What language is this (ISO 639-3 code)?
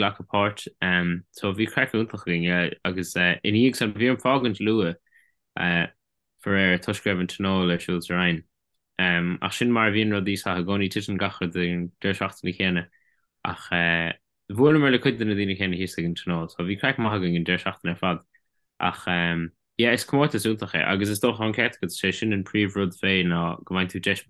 gle